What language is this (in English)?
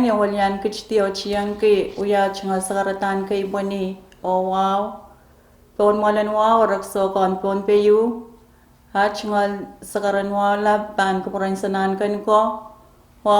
Pohnpeian